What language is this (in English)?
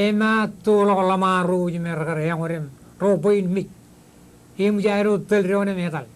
Marshallese